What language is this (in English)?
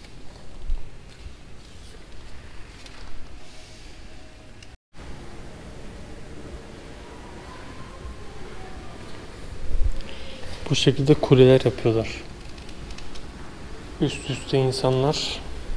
Turkish